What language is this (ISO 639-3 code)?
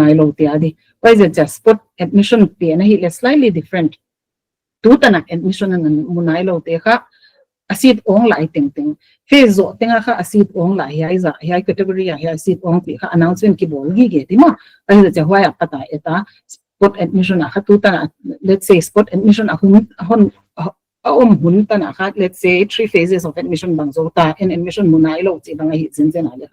pck